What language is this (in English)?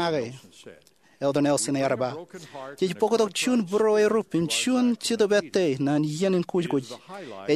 Marshallese